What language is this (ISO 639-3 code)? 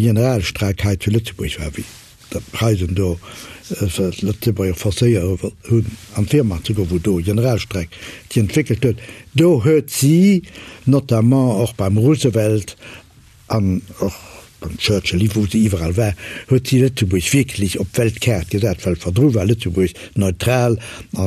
ltz